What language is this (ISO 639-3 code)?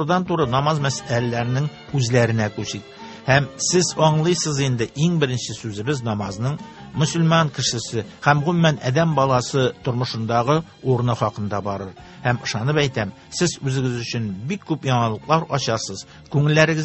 tat